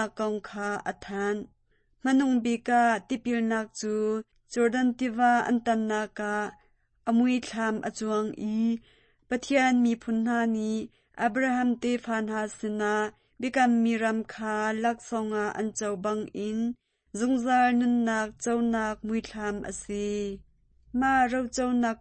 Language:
Hakha Chin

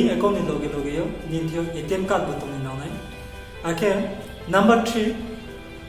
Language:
Riang (India)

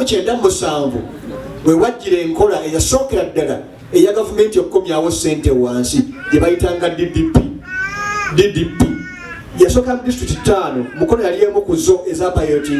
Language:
Ganda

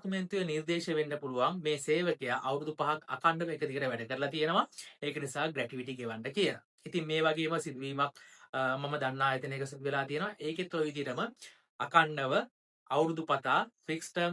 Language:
Sinhala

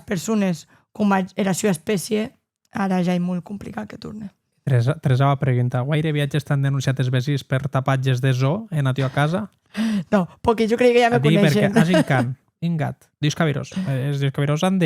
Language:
Occitan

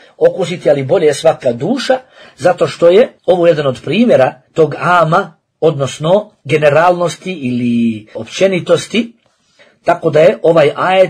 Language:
Bosnian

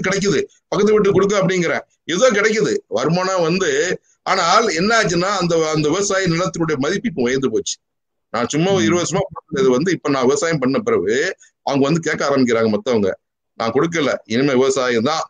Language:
Tamil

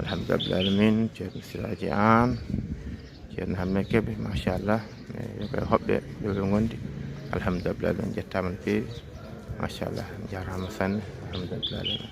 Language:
Fula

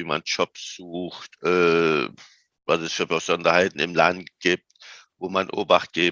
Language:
German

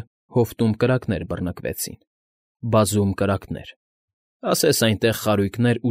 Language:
Armenian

